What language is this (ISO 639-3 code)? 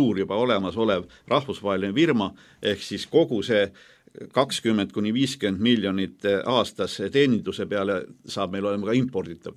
est